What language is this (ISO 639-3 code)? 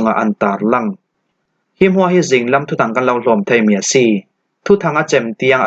cfm